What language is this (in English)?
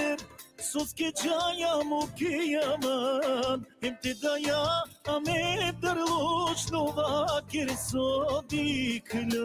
Balkan Romani